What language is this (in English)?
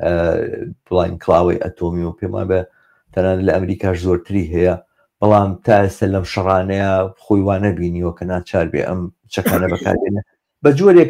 Central Kurdish